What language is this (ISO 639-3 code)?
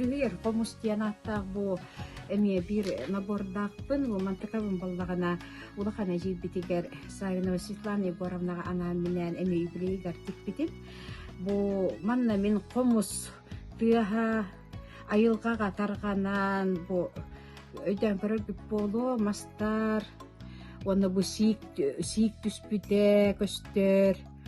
sah